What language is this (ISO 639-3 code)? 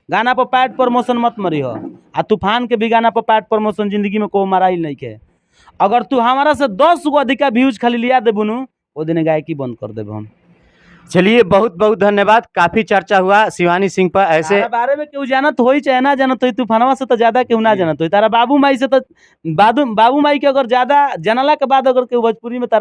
bho